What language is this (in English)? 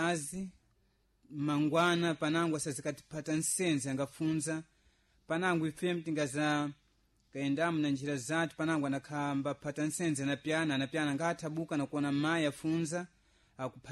Sena